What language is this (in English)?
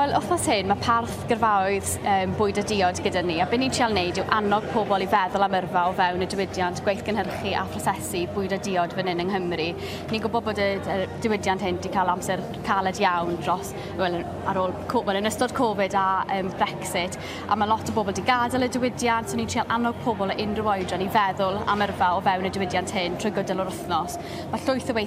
Welsh